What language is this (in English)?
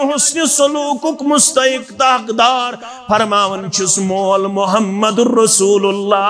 Kashmiri